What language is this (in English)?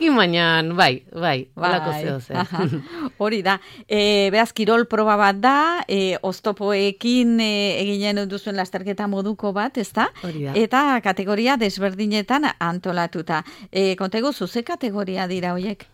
Basque